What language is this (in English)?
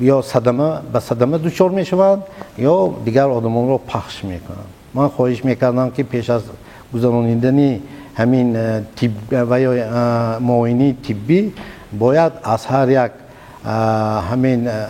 Tajik